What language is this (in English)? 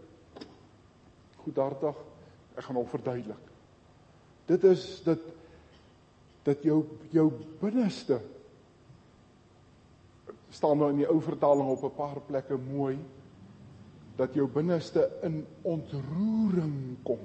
Afrikaans